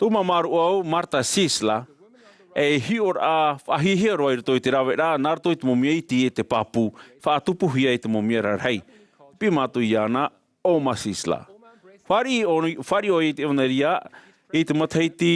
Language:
Tahitian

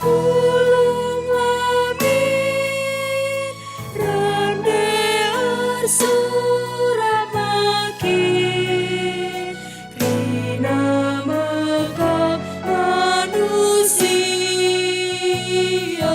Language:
Batak Karo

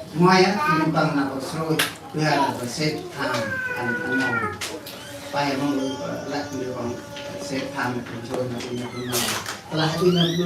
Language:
Central Mnong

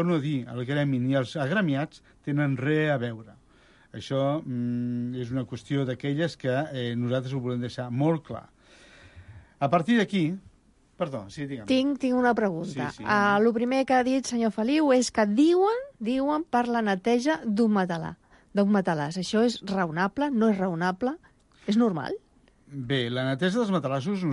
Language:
Catalan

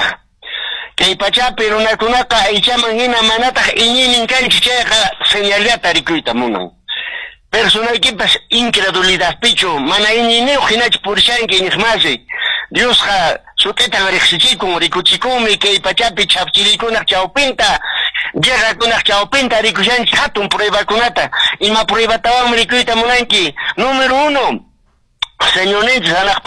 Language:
Quechua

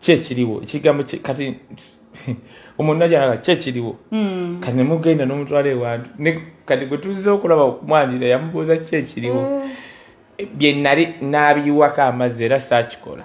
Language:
Ganda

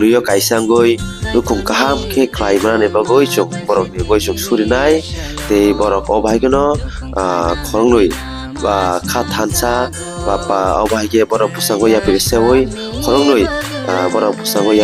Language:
Kok Borok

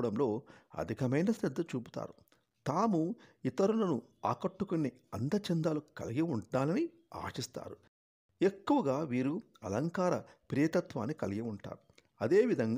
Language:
Telugu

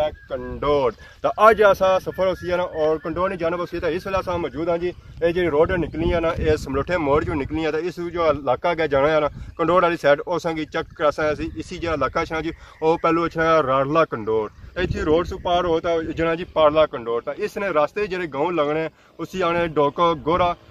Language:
Pahari-Potwari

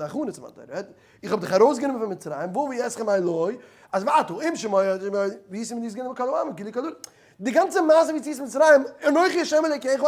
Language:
Yiddish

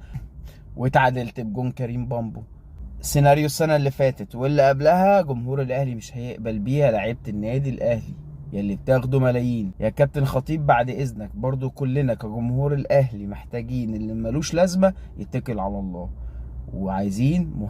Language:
Egyptian Arabic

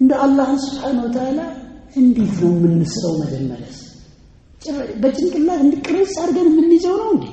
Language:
Amharic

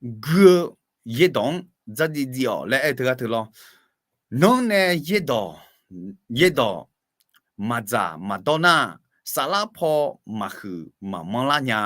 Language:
Akha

